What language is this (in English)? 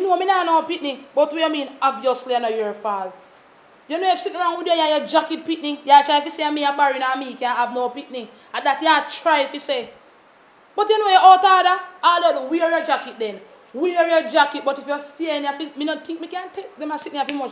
Jamaican Creole English